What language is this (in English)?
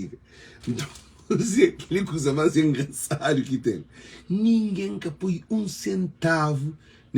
Kabuverdianu